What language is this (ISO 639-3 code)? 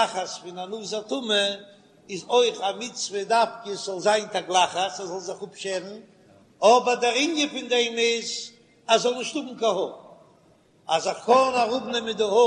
yid